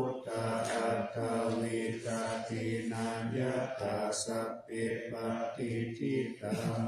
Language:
Pali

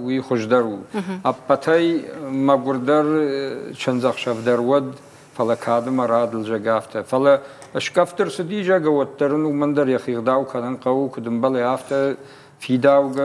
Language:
Ossetic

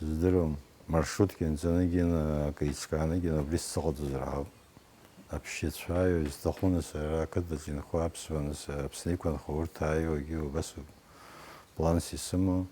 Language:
Abkhazian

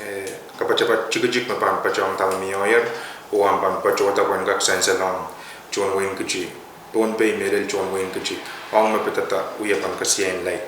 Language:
Pohnpeian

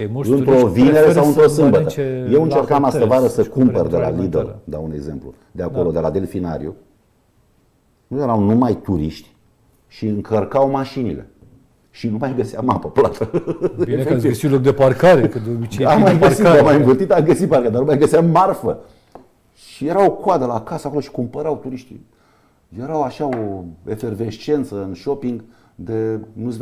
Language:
Romanian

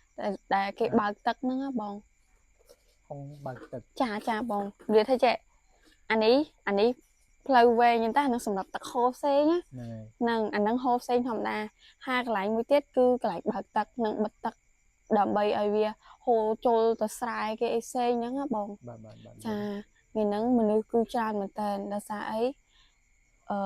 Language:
Khmer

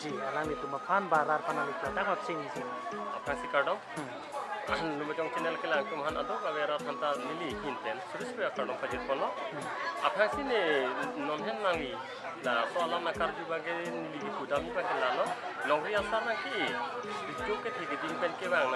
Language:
Karbi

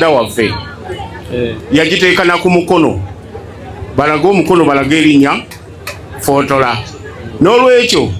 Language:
Ganda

